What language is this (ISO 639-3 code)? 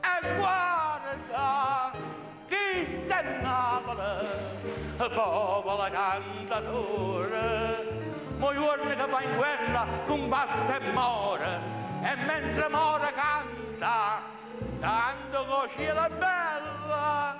nap